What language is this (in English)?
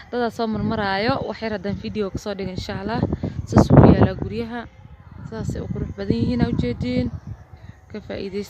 Somali